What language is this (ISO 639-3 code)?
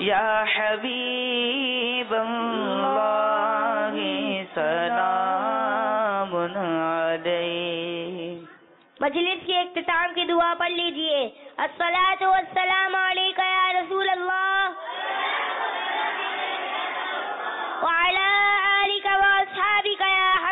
urd